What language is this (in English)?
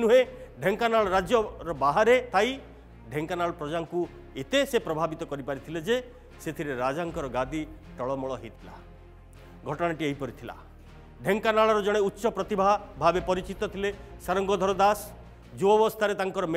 Odia